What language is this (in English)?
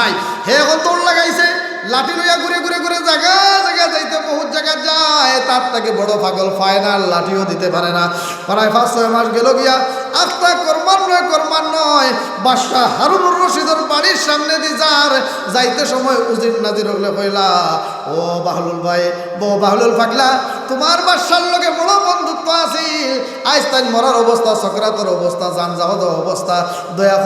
Sylheti